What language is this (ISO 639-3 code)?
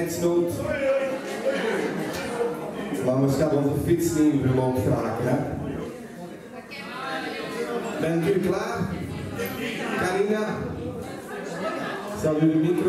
nld